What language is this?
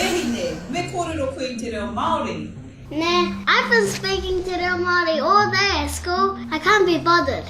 Māori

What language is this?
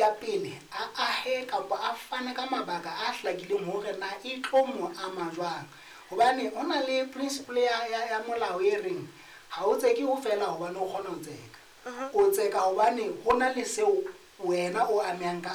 Southern Sotho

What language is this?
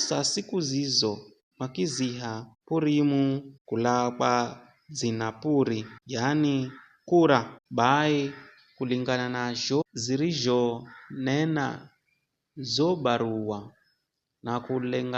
Giryama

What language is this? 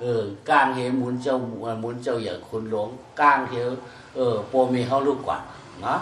Shan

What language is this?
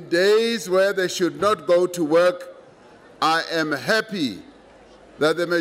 English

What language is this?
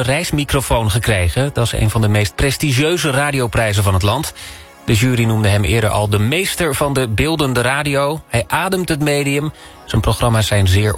Dutch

